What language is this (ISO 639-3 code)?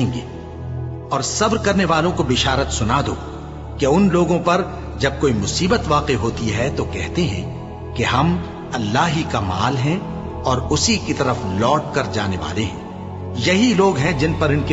urd